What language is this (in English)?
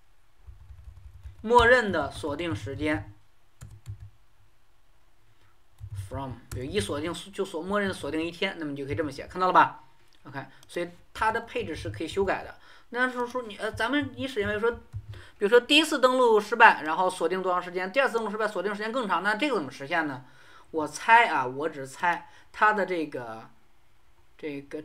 Chinese